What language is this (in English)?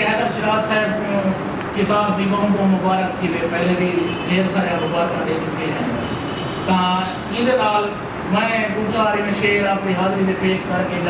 Saraiki